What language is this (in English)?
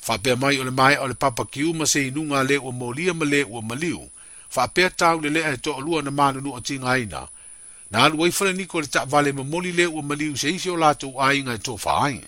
Samoan